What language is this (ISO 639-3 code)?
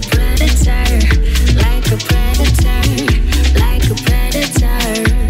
eng